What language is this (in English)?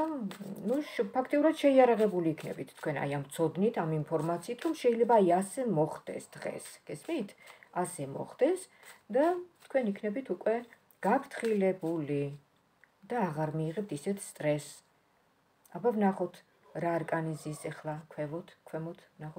Georgian